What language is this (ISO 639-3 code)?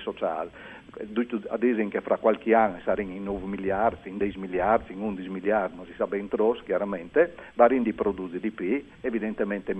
fur